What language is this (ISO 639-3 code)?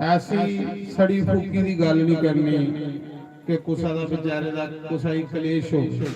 doi